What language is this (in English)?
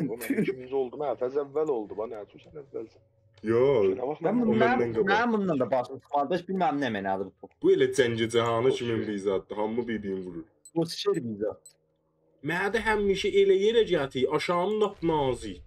South Azerbaijani